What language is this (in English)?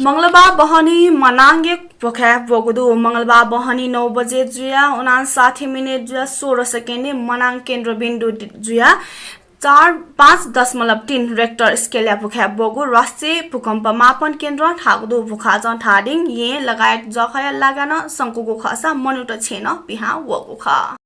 Newari